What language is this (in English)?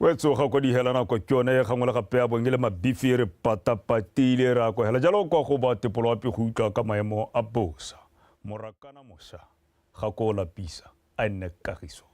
Tswana